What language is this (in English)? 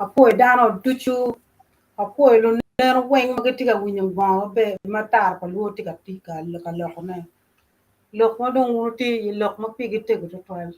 Acoli